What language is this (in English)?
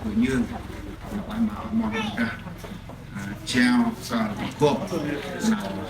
Central Mnong